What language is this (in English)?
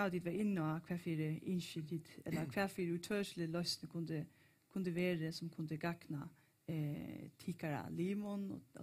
Faroese